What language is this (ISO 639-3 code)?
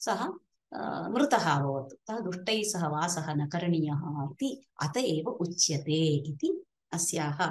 san